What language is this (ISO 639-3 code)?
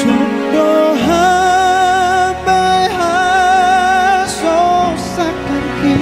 bts